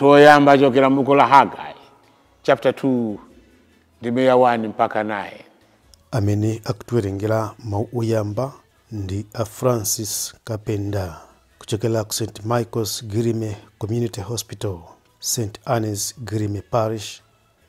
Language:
Nyanja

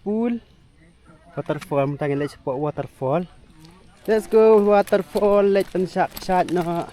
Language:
Khasi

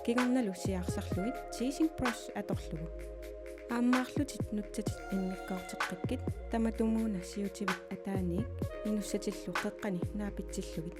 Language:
Kalaallisut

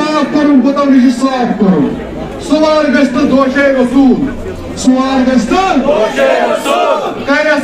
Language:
Kashmiri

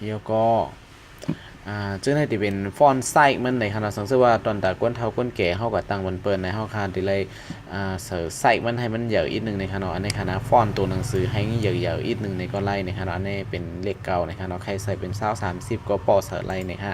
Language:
Shan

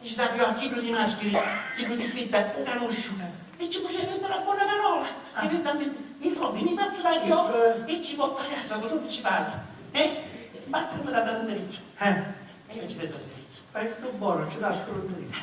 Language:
Sicilian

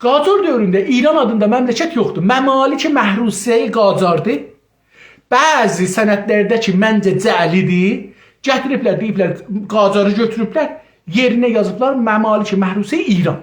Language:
South Azerbaijani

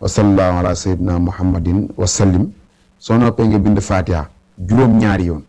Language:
Wolof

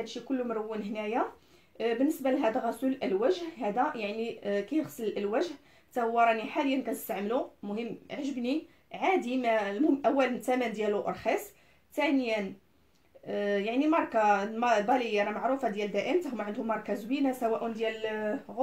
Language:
Moroccan Arabic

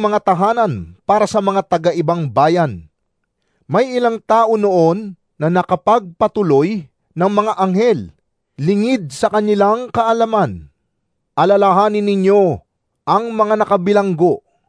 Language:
Filipino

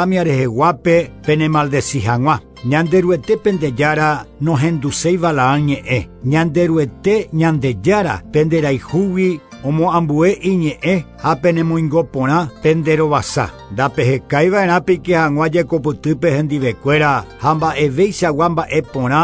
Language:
Guarani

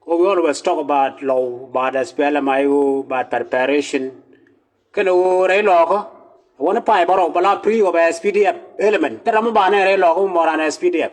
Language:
Nuer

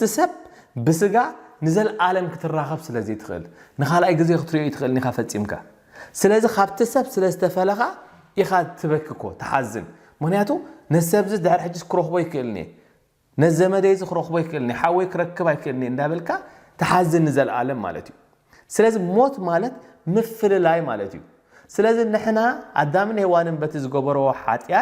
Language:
Tigrinya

